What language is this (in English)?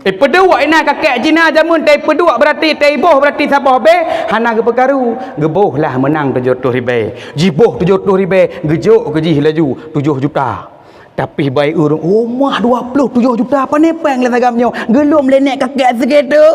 Achinese